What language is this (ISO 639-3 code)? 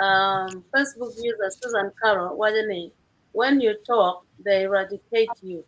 ach